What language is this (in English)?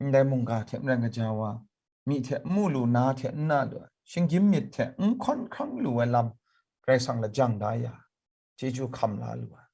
Kachin